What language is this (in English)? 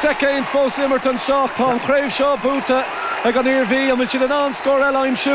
Irish